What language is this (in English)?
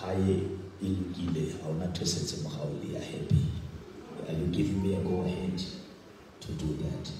Southern Sotho